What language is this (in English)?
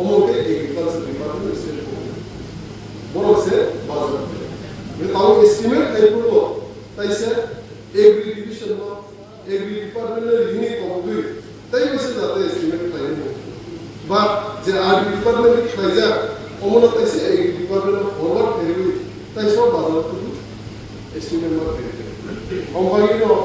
Kok Borok